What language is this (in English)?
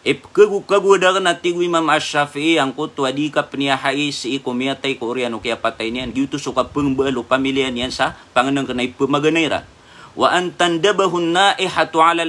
Maranao